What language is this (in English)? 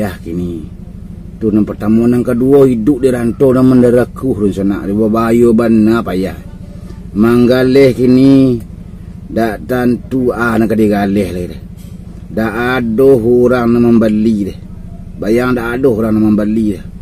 Minangkabau